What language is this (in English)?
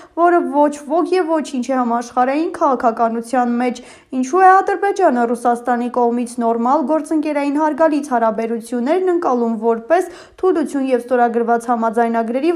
Armenian